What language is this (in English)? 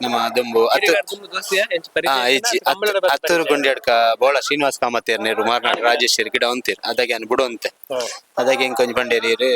Tulu